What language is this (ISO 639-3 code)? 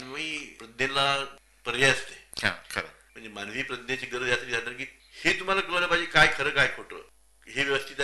mar